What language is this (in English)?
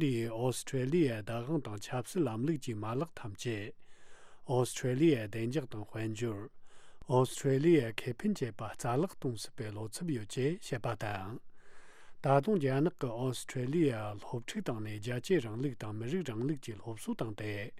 Tibetan